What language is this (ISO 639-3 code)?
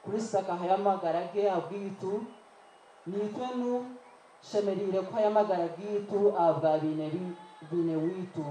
nyn